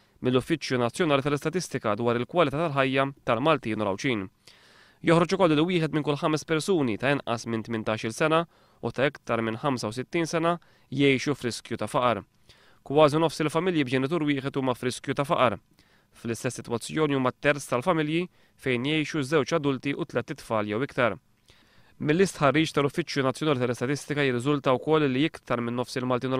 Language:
Maltese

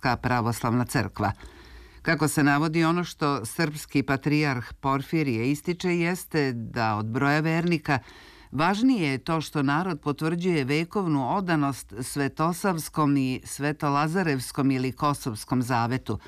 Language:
Serbian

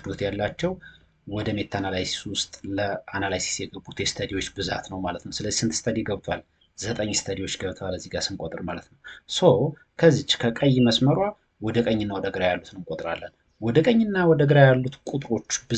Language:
Amharic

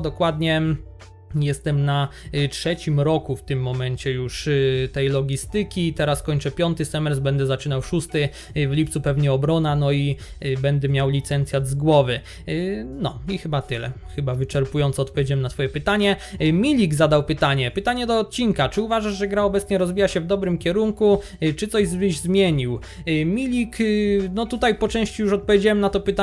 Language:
Polish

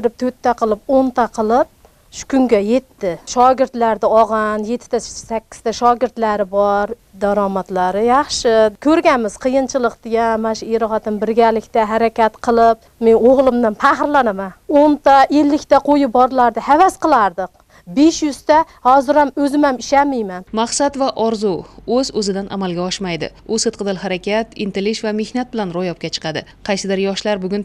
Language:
Uzbek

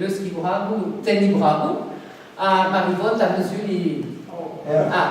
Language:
Breton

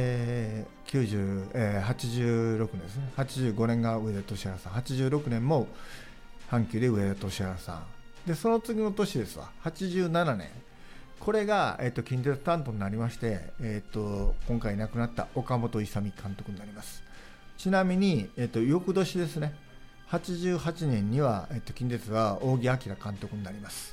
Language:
Japanese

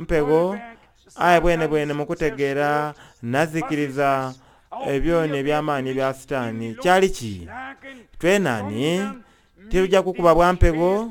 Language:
Soga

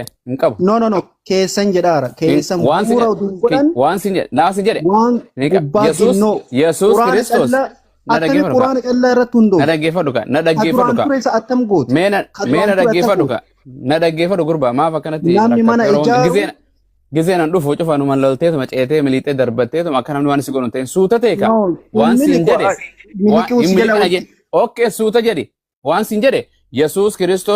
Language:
Oromo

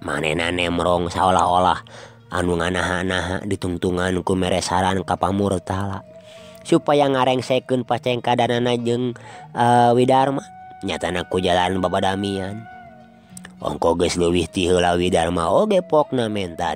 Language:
Sundanese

